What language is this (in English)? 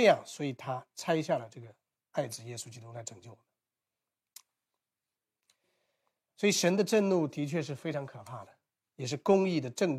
Chinese